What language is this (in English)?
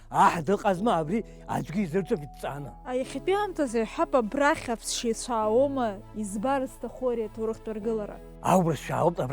Abkhazian